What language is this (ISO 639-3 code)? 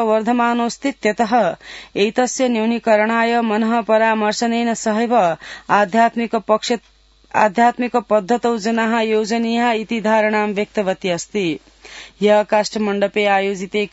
san